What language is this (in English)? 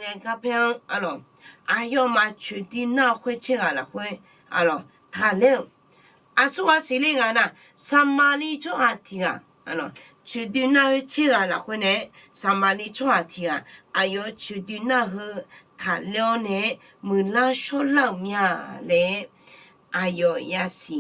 Akha